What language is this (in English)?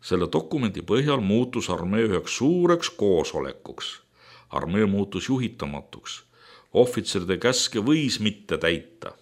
Estonian